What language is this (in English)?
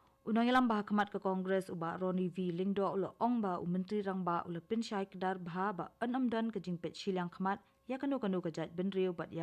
Khasi